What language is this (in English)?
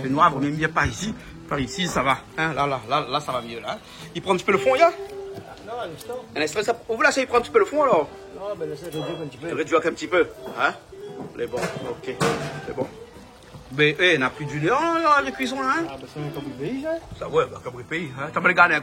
Réunion Creole French